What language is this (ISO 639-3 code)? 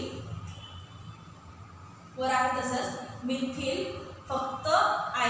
mar